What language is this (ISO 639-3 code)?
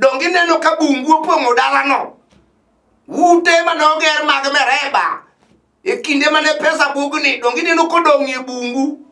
luo